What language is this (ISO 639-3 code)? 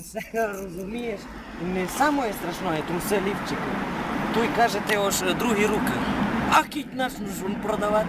rue